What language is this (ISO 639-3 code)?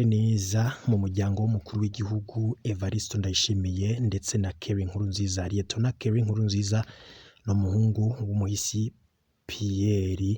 run